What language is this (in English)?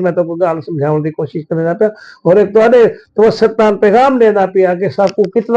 Saraiki